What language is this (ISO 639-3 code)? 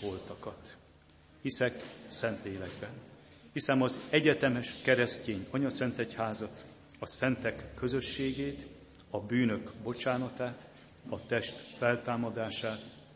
hun